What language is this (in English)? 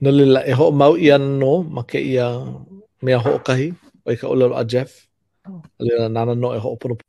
Hawaiian